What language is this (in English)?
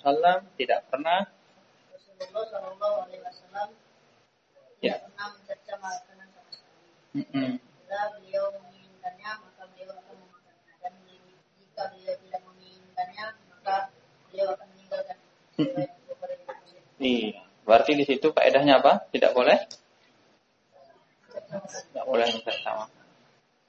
Indonesian